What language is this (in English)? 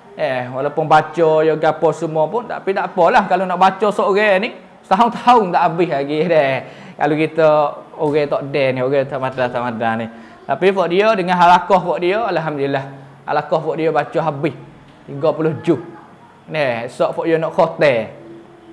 Pattani Malay